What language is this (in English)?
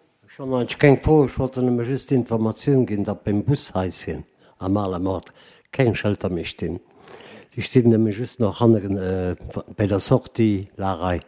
Luxembourgish